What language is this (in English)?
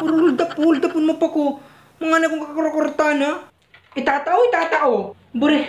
Bikol